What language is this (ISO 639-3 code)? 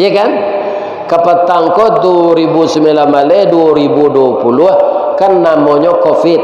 min